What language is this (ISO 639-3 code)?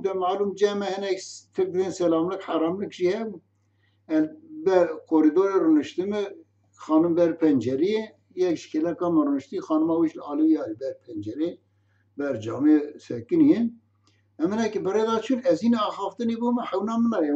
kur